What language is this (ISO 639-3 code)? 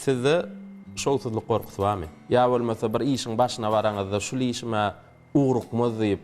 tuk